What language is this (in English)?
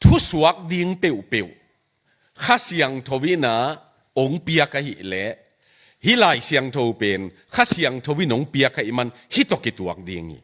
Tedim Chin